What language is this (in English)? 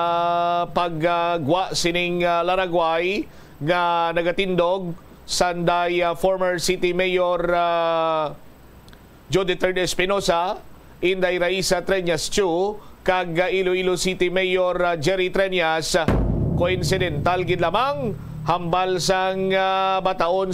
Hiligaynon